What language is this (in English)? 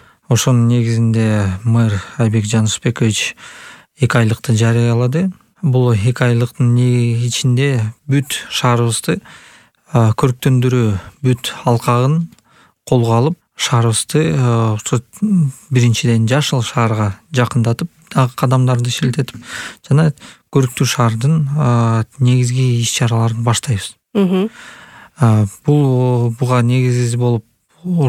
Kyrgyz